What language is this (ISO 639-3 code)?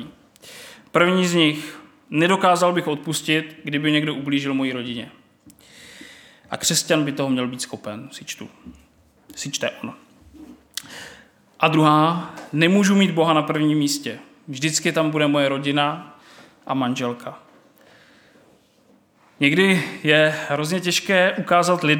ces